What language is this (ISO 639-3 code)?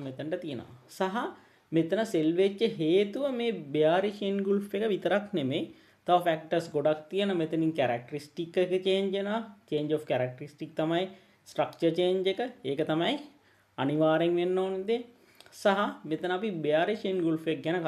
sin